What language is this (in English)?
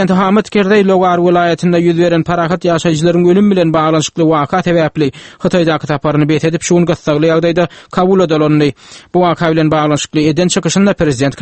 Turkmen